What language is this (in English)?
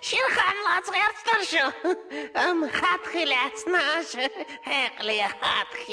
Chechen